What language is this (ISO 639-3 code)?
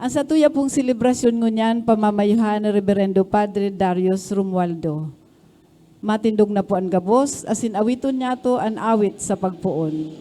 bik